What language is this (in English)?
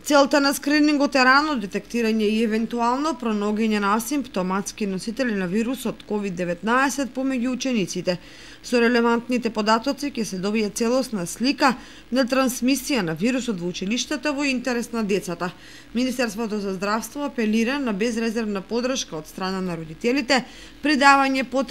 Macedonian